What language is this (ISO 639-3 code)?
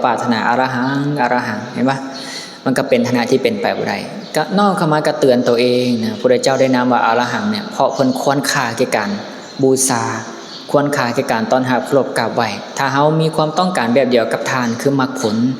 lao